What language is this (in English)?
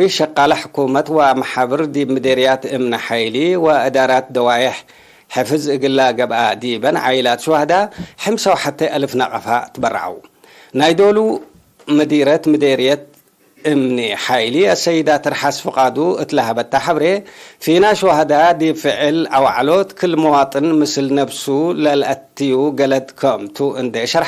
Tigre